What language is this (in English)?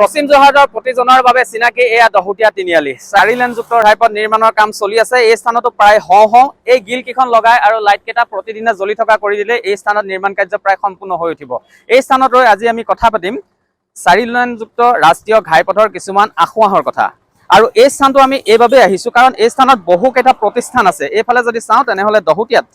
Assamese